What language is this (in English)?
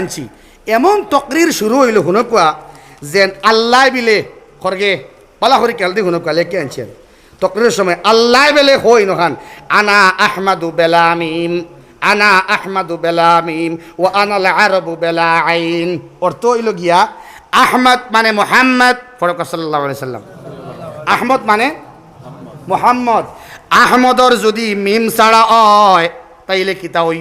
Sylheti